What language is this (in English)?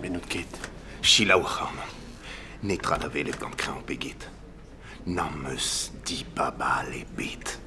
Breton